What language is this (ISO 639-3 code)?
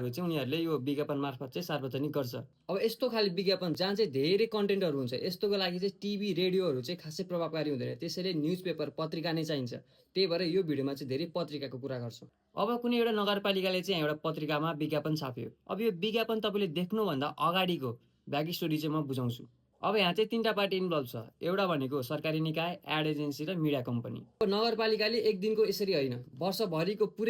nep